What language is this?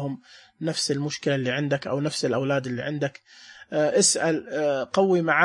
Najdi Arabic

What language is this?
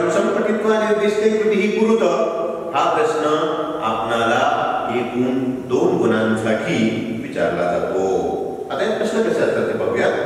Marathi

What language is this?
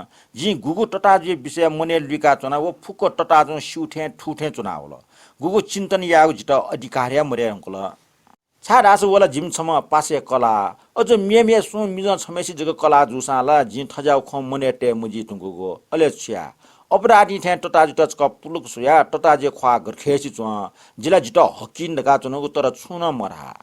Newari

